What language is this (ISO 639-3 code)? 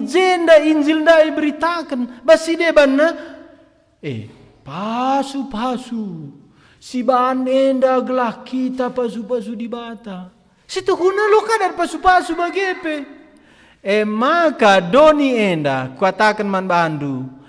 btx